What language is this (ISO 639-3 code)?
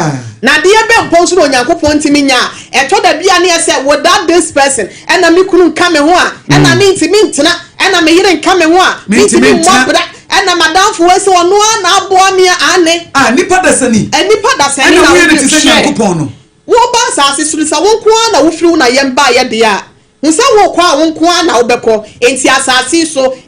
aka